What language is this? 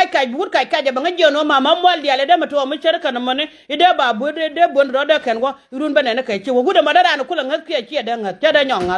Nuer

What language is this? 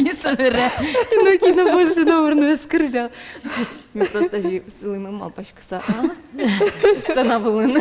Udmurt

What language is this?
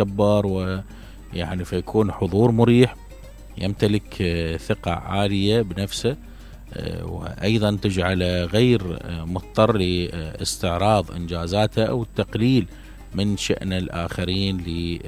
Mesopotamian Arabic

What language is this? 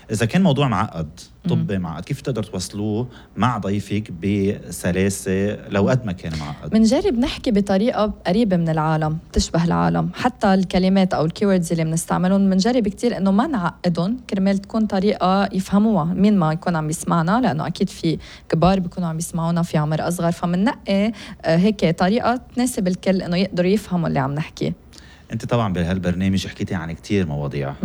North Levantine Arabic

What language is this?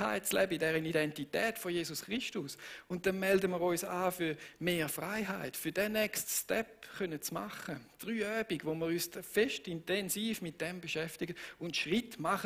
Swiss German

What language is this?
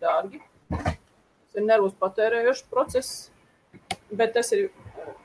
Latvian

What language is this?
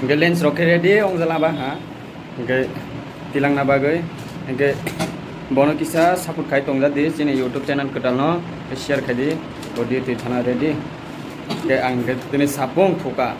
Kok Borok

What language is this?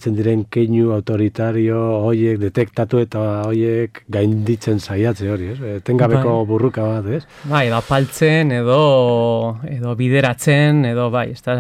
Basque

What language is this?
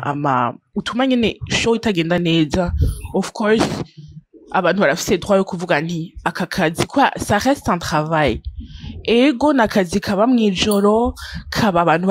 Rundi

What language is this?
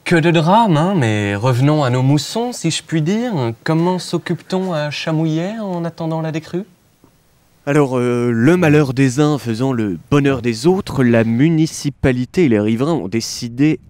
French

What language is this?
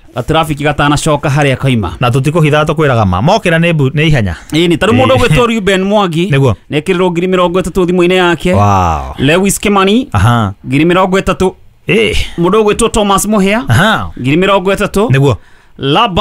Kikuyu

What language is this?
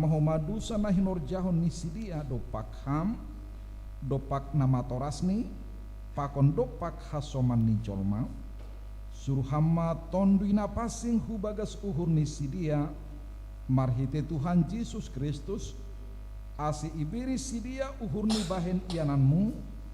Batak Simalungun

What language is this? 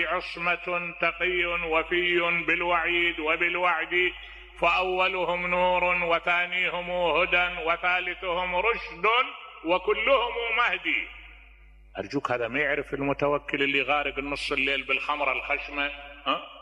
Mesopotamian Arabic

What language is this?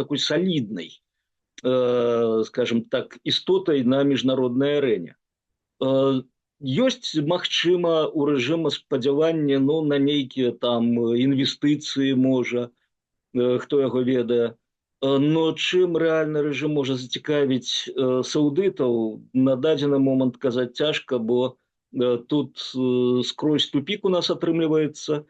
Belarusian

